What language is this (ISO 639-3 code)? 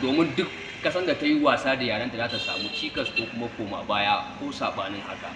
hau